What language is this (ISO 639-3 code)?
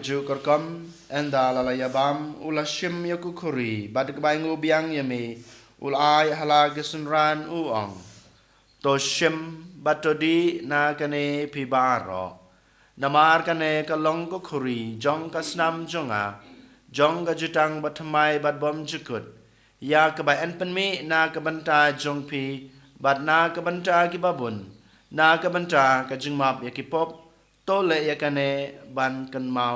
kha